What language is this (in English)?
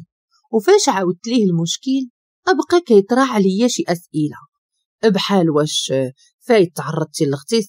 Moroccan Arabic